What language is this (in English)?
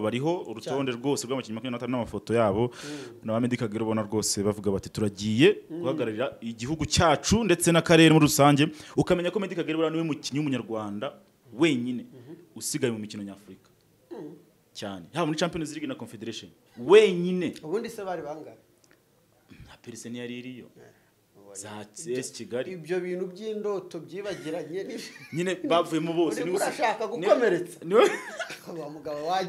Kinyarwanda